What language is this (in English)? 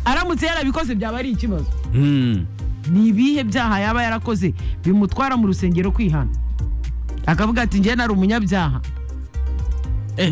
Kinyarwanda